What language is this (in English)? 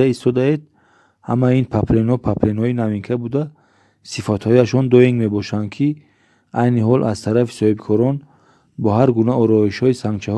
Tajik